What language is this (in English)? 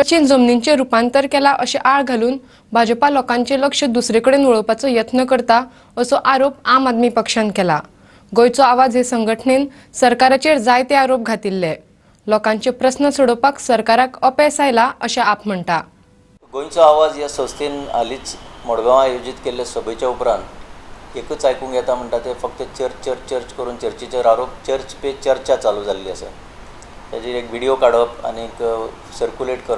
Konkani